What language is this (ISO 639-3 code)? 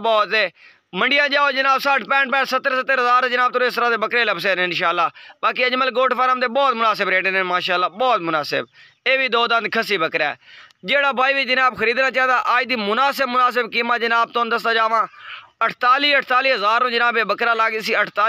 skr